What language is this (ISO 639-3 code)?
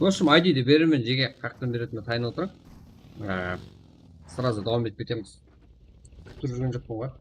kaa